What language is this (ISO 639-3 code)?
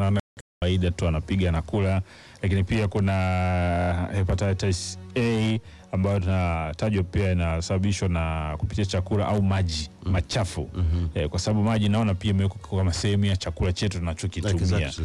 swa